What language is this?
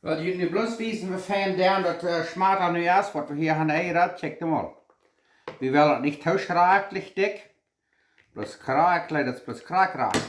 Plautdietsch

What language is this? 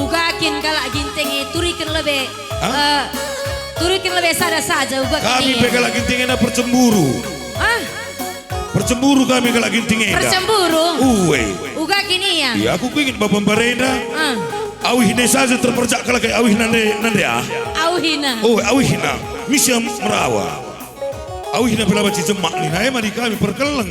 Batak Karo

